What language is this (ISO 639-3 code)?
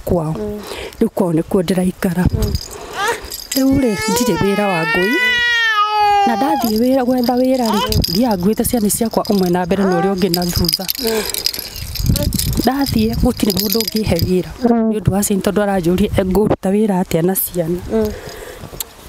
kik